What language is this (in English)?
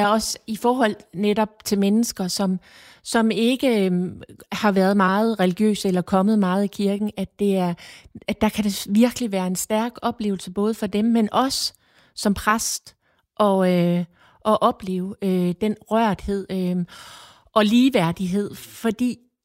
Danish